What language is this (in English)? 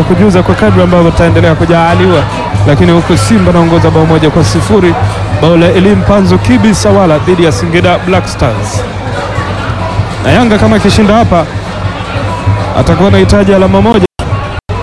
Swahili